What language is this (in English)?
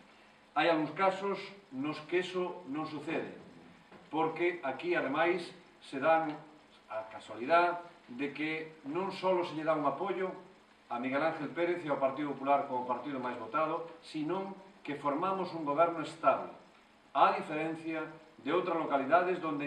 Galician